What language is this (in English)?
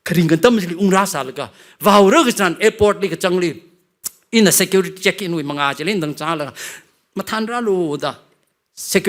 Tangkhul Naga (India)